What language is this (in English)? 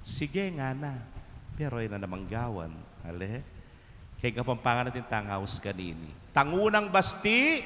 Pampanga